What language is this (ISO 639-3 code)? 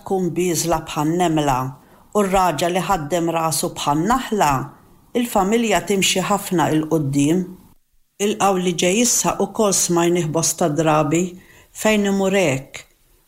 mlt